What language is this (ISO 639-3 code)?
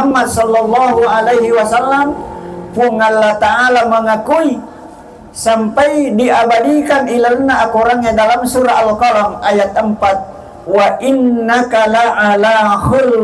bug